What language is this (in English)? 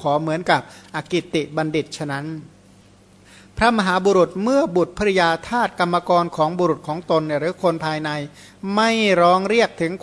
Thai